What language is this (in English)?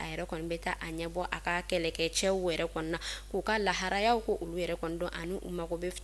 Bambara